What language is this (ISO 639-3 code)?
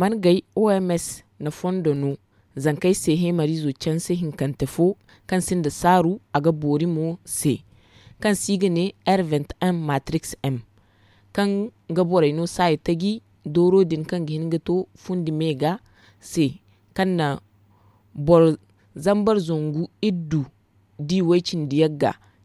dje